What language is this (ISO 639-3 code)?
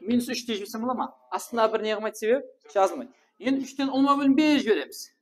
kaa